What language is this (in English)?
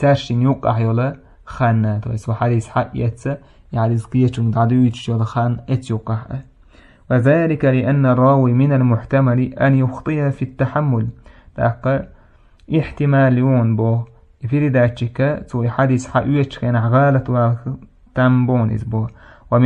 Chechen